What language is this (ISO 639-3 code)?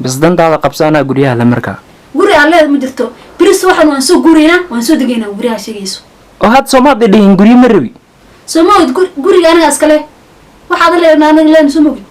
som